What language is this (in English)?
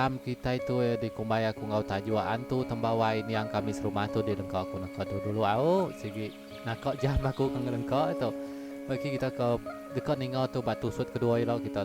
Iban